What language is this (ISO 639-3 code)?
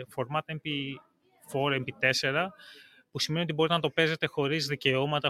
ell